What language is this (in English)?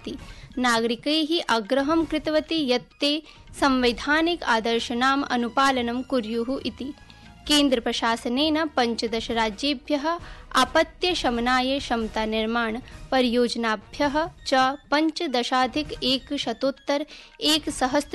Sanskrit